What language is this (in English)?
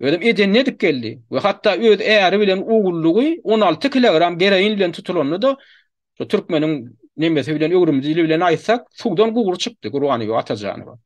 Turkmen